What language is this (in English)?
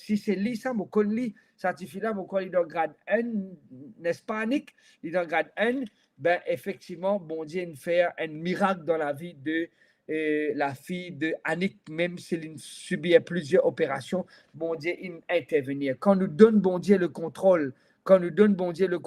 Morisyen